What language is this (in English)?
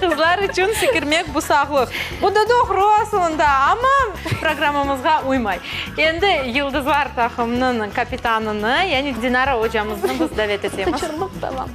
Crimean Tatar